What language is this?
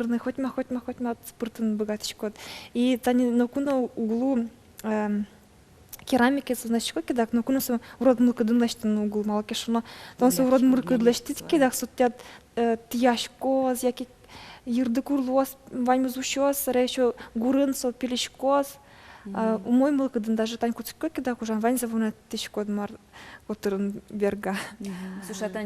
Udmurt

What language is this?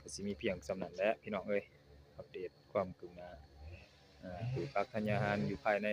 Lao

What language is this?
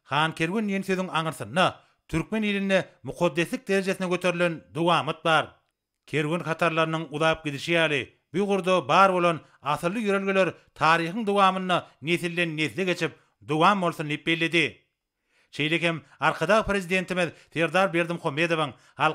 Turkmen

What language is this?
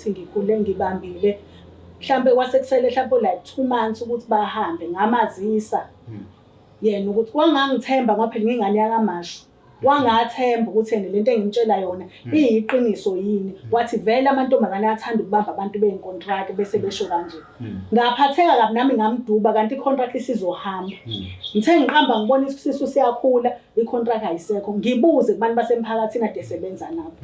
Zulu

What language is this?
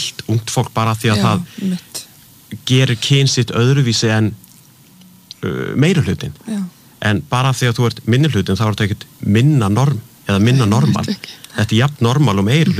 Icelandic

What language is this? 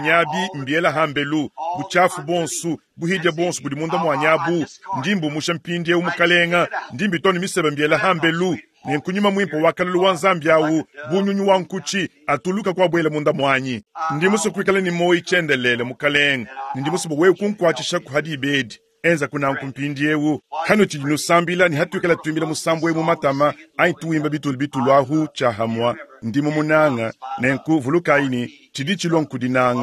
Luba-Lulua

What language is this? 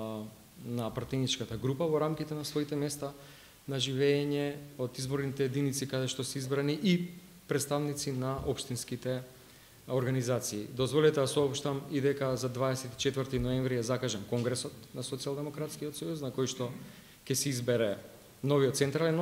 Macedonian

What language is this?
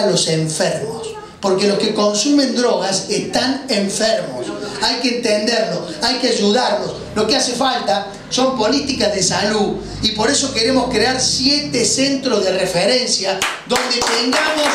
Spanish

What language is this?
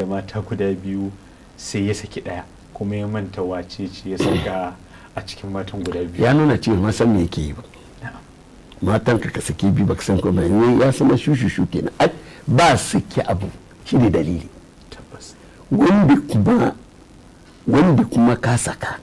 Hausa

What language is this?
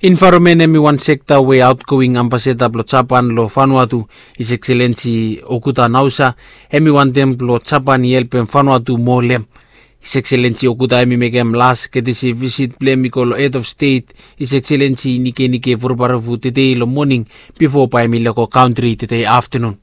Bislama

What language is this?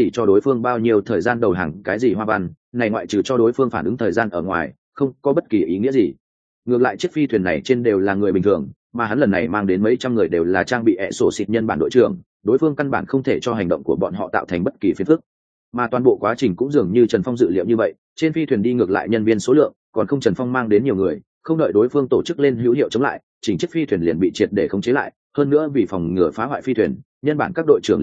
Vietnamese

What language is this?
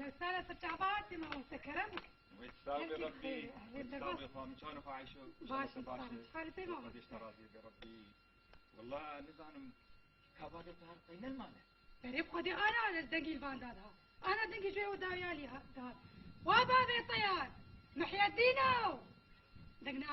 Kurdish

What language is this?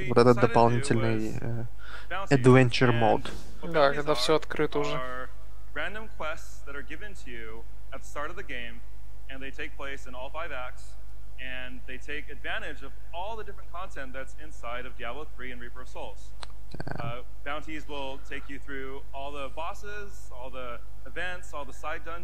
Russian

